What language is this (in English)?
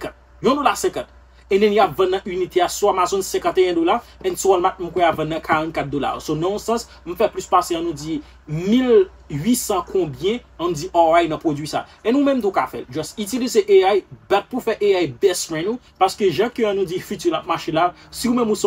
Haitian Creole